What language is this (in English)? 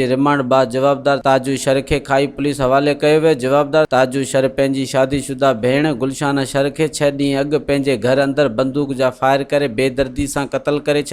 Sindhi